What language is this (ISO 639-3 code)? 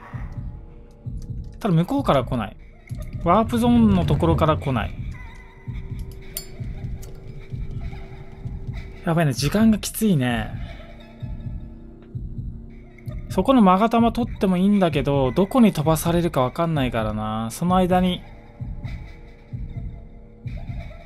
jpn